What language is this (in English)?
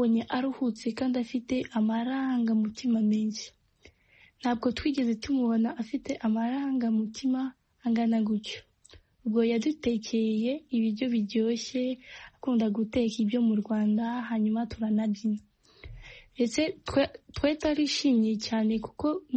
Kinyarwanda